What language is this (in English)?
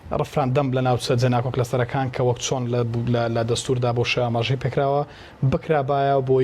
Central Kurdish